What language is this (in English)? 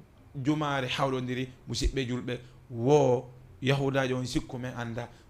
Fula